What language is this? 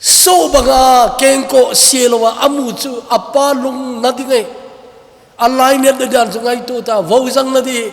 Thado Chin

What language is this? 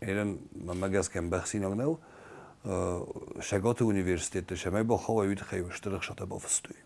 Ossetic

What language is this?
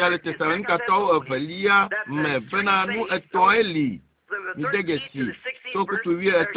Ewe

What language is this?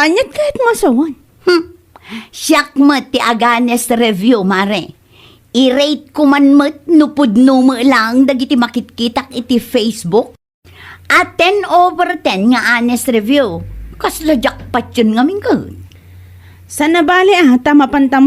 Iloko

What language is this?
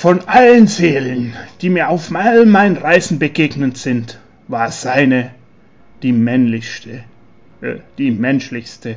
Swiss German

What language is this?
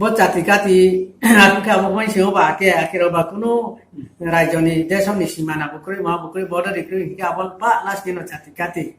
Riang (India)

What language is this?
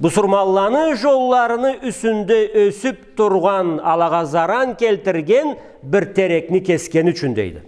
Karachay-Balkar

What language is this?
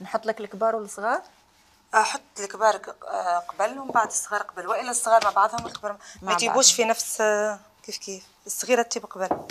Algerian Arabic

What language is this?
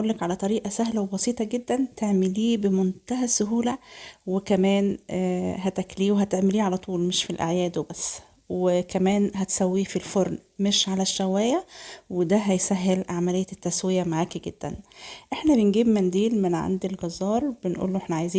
Egyptian Arabic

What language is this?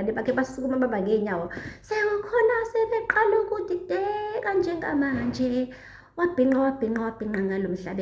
Zulu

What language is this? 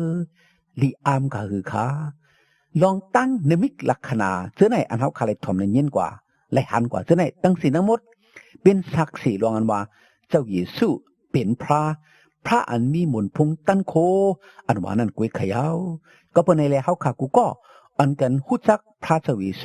Shan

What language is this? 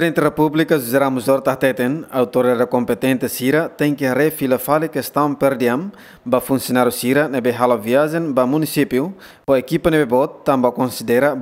Tetum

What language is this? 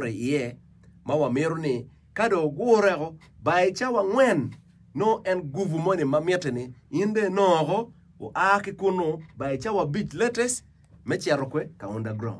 Acoli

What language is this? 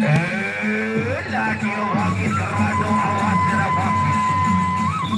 Sasak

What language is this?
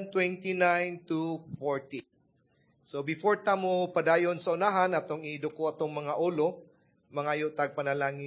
Cebuano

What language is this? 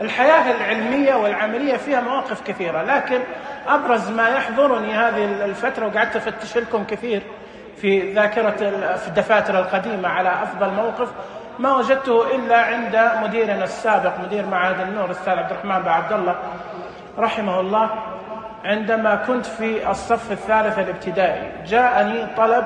Najdi Arabic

